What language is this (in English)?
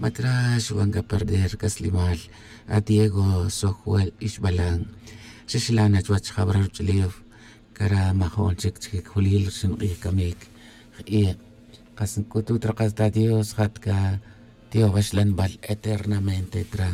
Tz'utujil